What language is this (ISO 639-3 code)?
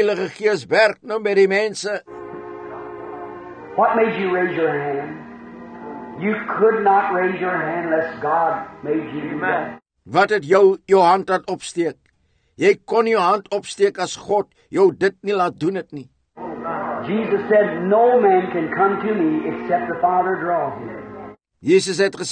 afr